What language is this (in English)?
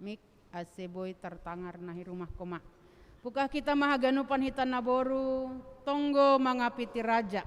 Batak Simalungun